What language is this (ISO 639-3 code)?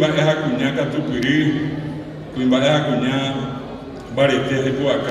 grn